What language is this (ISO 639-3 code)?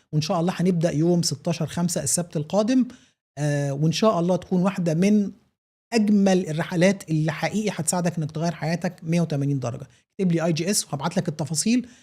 arz